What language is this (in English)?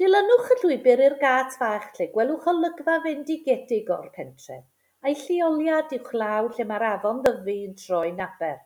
Welsh